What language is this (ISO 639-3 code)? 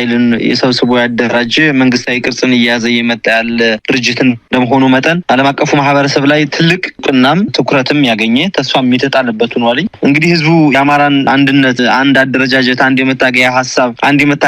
amh